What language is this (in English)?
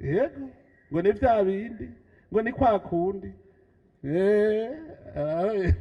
Rundi